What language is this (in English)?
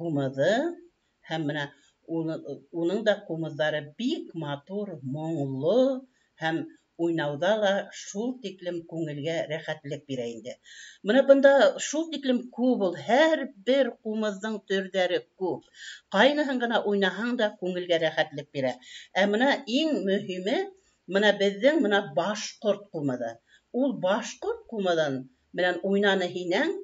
Bashkir